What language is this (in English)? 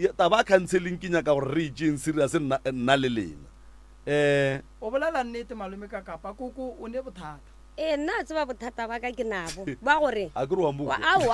Northern Sotho